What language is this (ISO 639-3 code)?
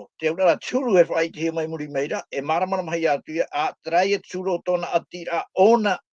tah